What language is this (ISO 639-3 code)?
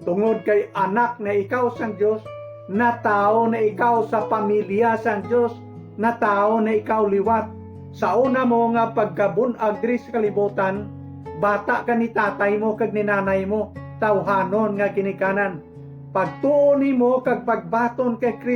hil